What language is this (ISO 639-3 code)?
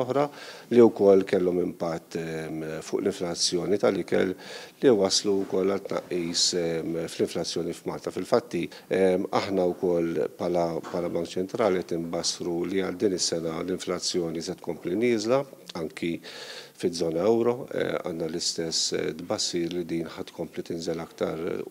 mlt